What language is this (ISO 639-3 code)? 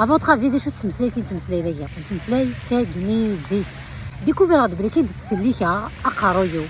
kab